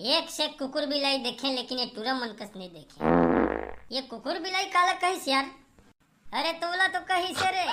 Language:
Chhattisgarhi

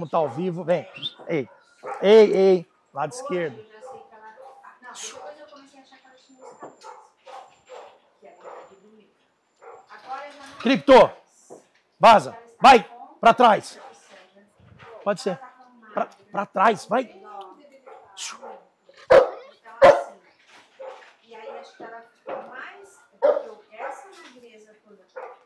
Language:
Portuguese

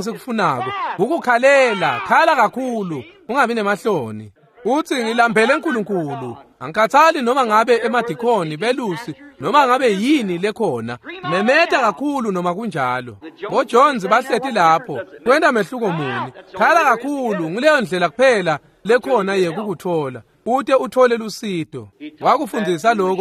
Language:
Swati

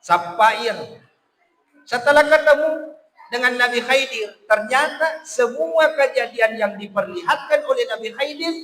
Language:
Buginese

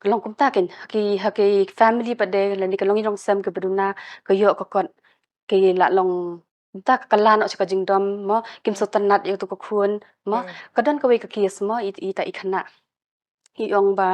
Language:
Khasi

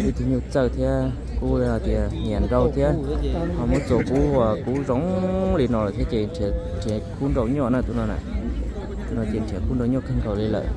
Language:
Hmong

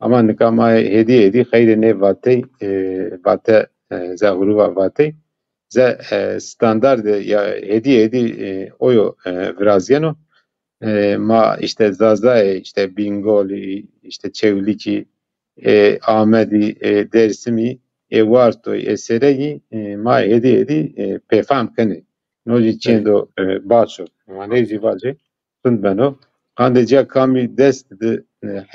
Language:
Zaza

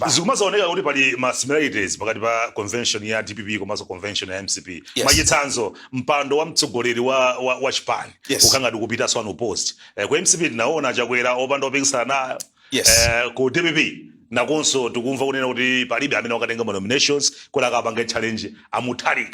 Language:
Nyanja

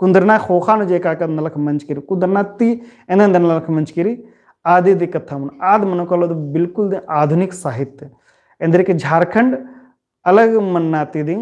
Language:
Kurukh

